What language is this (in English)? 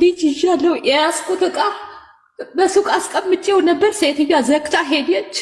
Amharic